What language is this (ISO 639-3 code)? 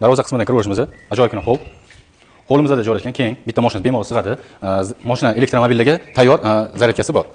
uzb